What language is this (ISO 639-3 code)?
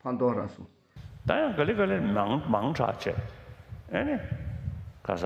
dka